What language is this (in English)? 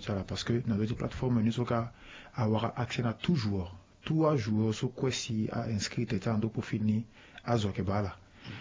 Sango